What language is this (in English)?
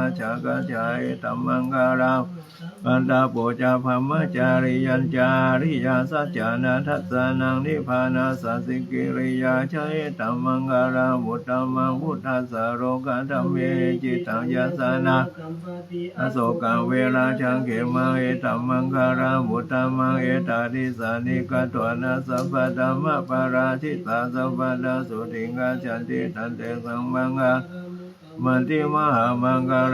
Pali